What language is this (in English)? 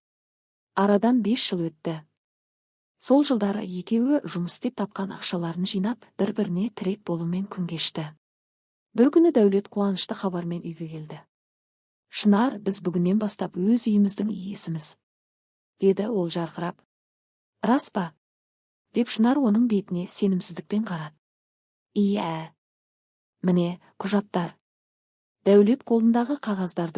Kazakh